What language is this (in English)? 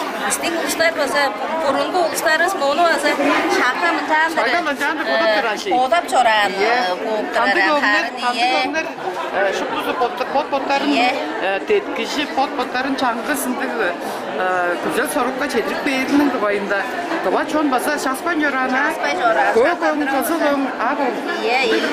Tuvinian